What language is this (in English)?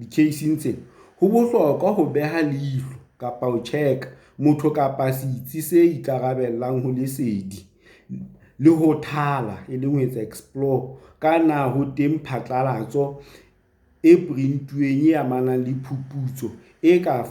Southern Sotho